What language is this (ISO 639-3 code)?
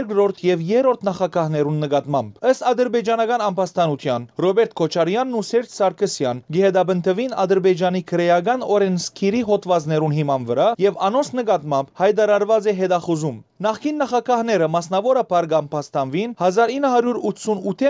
hyw